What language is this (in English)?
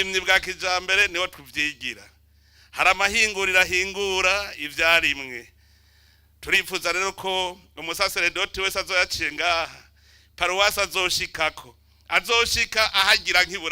Rundi